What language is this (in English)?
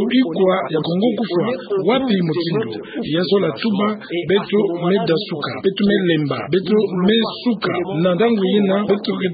Kituba (Democratic Republic of Congo)